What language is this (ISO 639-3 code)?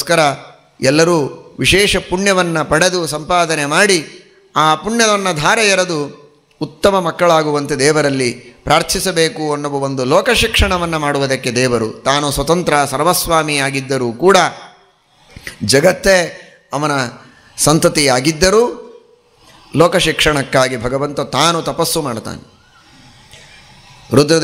kan